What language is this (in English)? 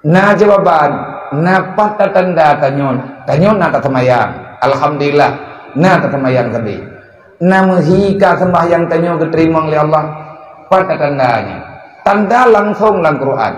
Achinese